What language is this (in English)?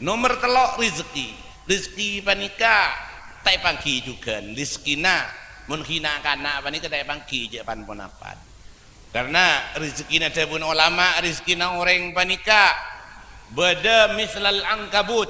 Madurese